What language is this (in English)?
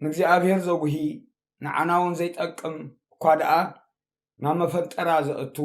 Tigrinya